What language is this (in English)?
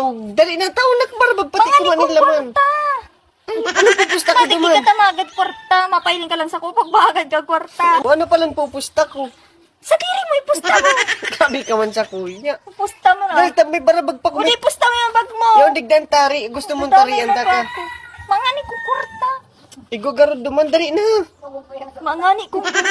Bikol